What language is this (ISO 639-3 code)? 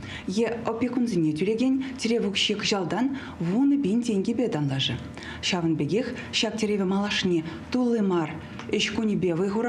chv